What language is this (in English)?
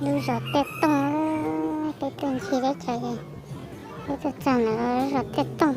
Hmong